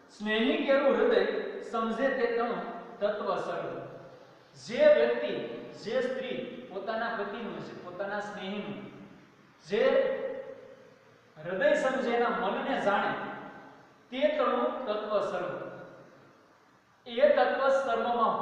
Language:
Gujarati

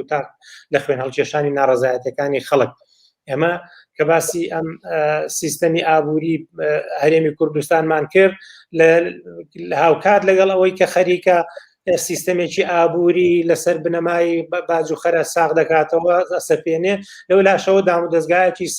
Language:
Central Kurdish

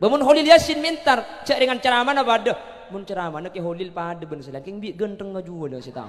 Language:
Madurese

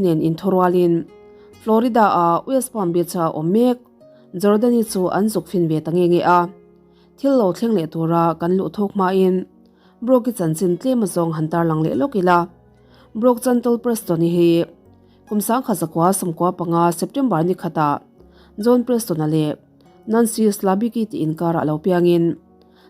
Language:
Mizo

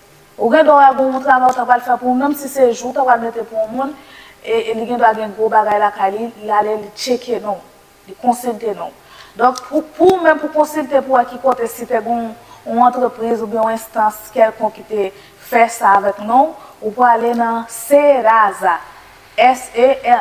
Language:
Haitian Creole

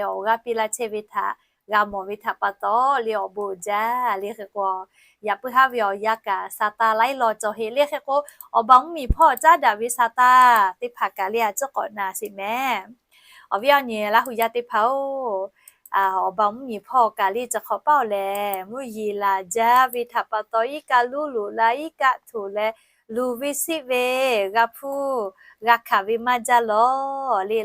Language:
Lahu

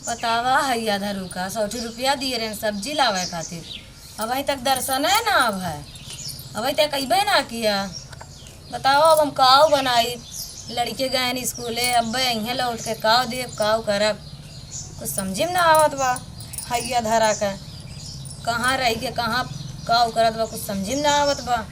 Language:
Awadhi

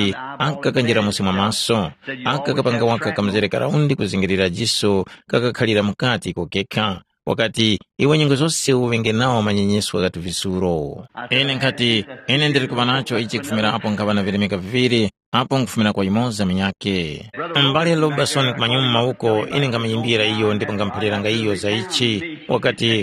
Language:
Tumbuka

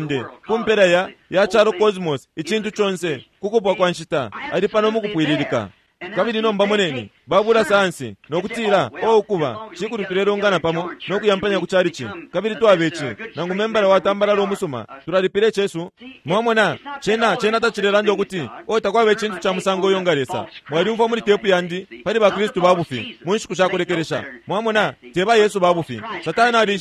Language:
Bemba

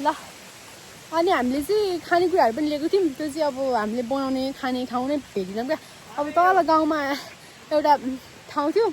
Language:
Nepali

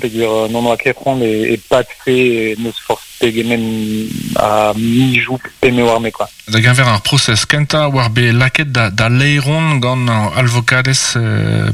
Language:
Breton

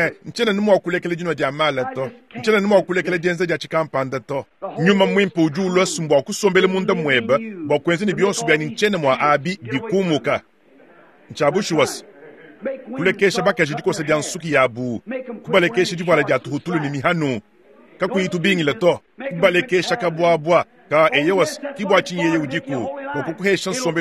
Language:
Luba-Lulua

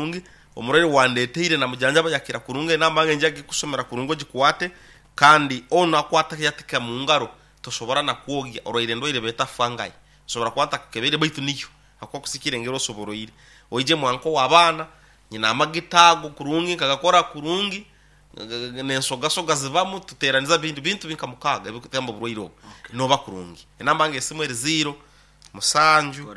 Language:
Nyoro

